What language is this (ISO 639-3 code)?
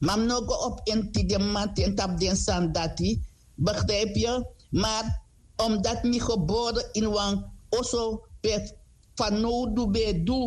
srn